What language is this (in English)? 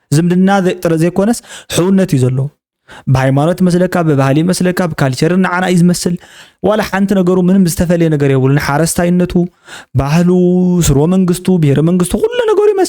Tigrinya